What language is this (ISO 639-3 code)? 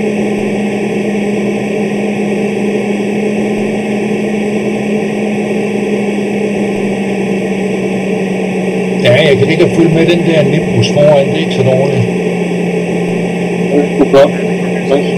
dan